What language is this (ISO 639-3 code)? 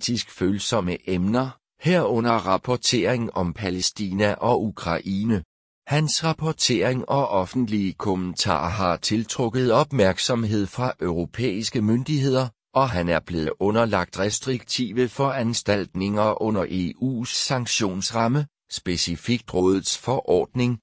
dan